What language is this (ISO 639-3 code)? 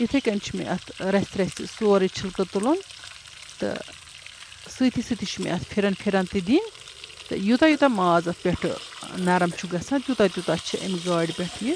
kas